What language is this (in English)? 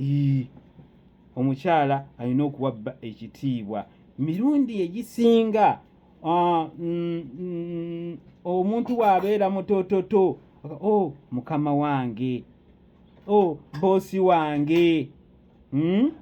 Ganda